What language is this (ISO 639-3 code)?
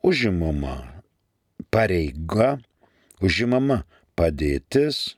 lit